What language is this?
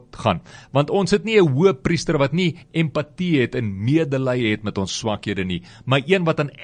Afrikaans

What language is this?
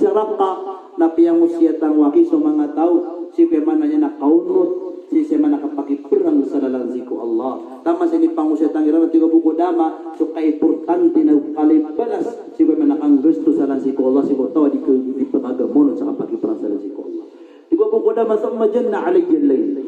Maranao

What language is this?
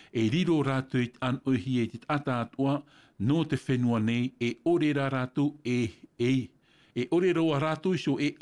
Tahitian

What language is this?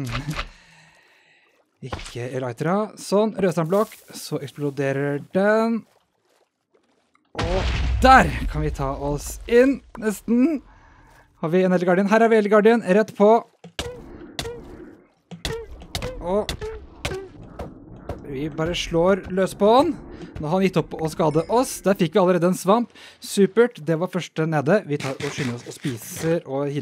Norwegian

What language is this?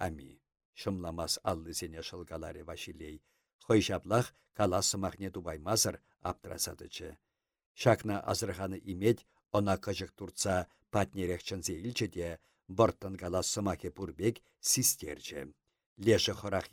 Chuvash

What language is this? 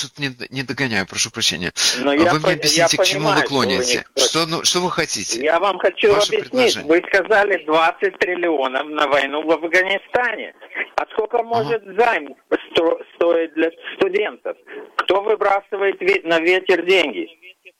Russian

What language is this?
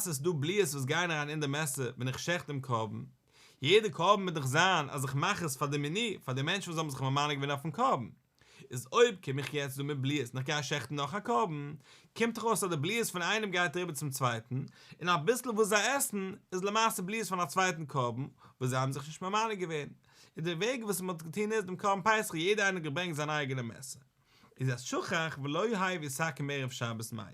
Yiddish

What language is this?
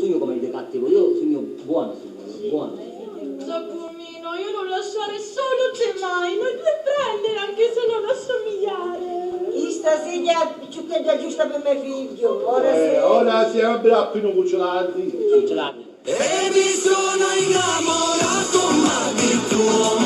Sicilian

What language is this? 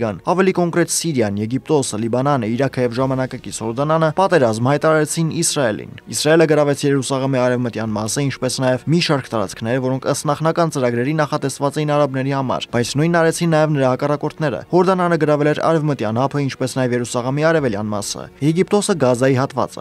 Armenian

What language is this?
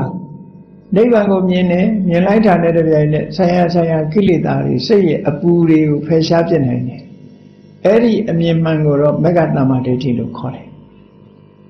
Burmese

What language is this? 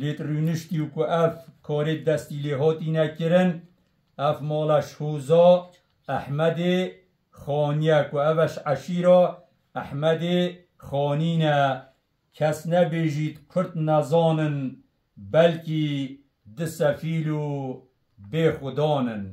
Kurdish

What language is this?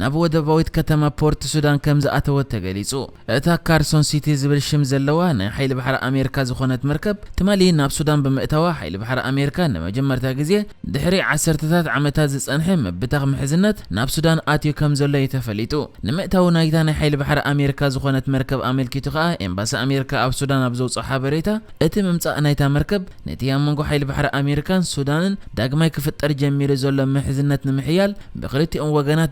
Tigrinya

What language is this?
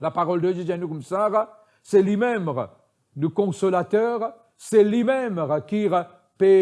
Morisyen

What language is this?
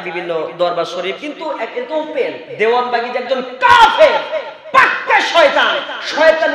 Bangla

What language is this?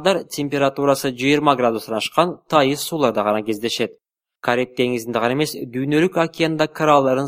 Kyrgyz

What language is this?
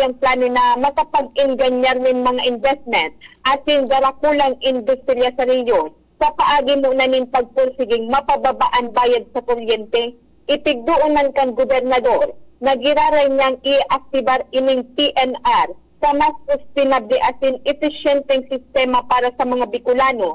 Bikol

